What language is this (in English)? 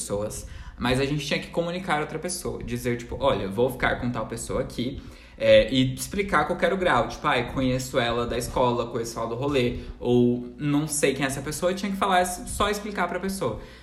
Portuguese